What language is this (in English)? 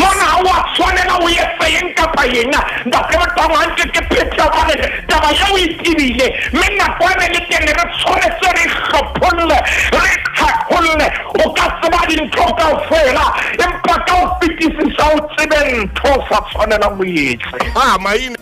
Southern Sotho